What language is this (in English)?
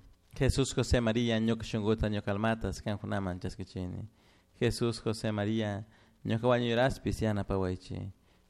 Chimborazo Highland Quichua